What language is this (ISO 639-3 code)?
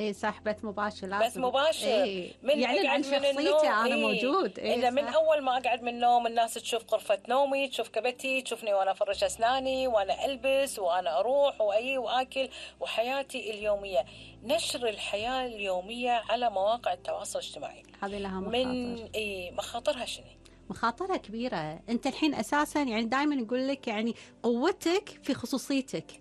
afb